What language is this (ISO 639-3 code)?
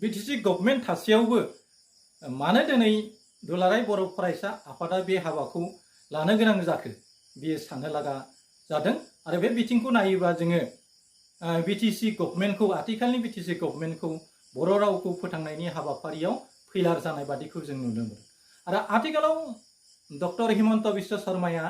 brx